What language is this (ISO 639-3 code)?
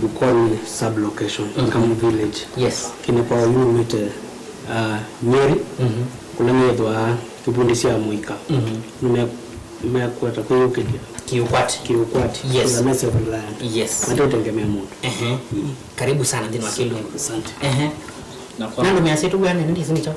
kam